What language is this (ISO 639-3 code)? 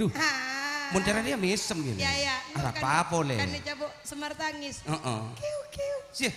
mad